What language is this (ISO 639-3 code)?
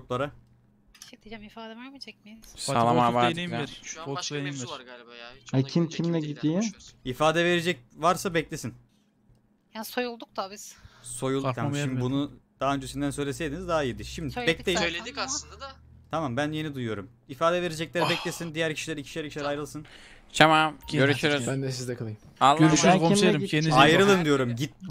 tur